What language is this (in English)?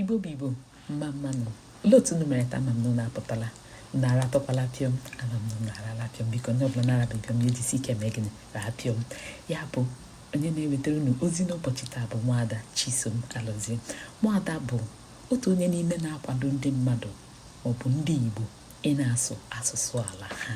Igbo